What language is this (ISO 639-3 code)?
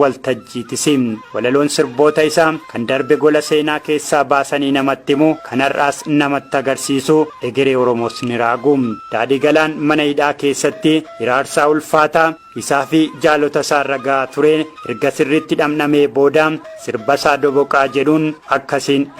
orm